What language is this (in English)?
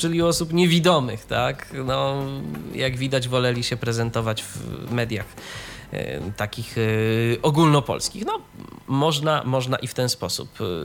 Polish